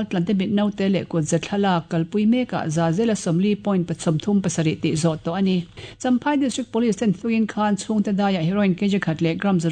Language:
Mizo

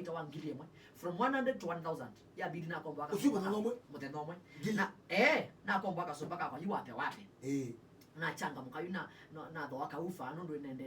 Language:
Kamba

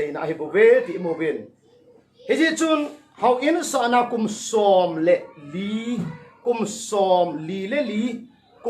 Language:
Thado Chin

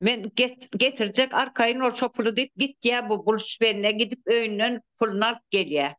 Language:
Turkmen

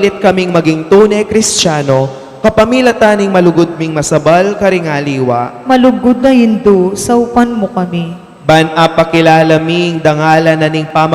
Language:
Pampanga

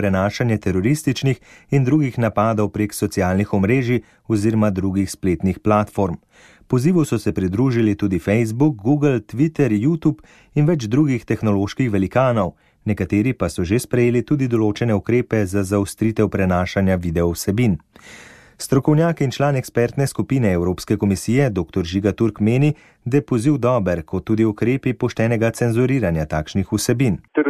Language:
Slovenian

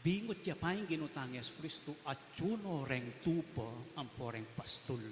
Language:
Pampanga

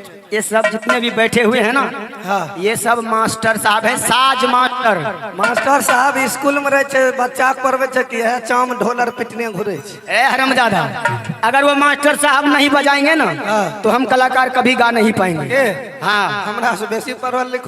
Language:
Maithili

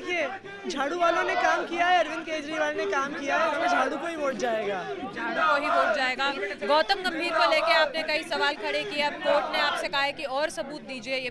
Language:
Hindi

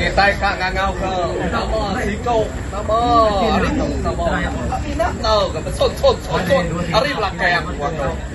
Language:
Iban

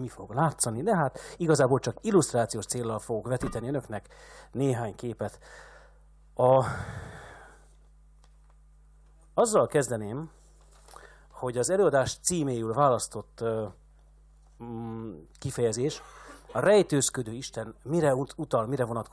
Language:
Hungarian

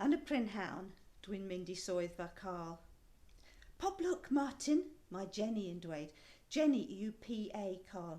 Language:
Welsh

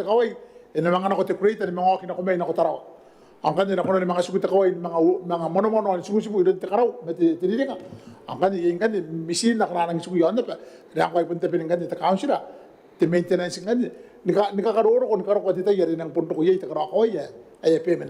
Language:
Gilbertese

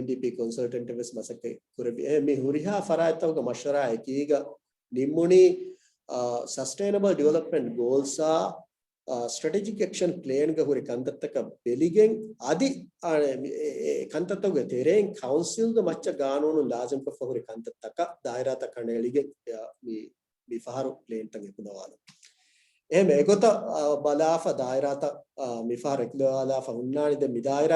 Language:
Divehi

